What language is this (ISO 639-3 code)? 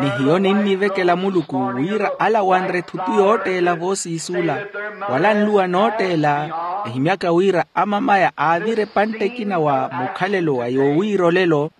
vmw